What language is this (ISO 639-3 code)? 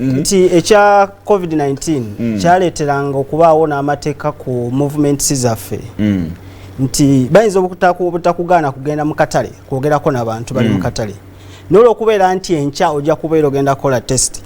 lug